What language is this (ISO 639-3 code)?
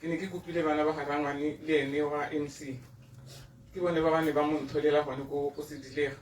tsn